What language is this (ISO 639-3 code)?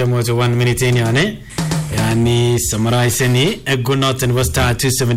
swa